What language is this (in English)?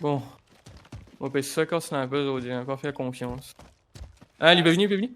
Morisyen